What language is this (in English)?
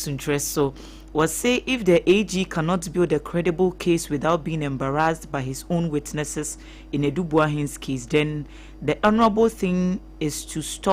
Akan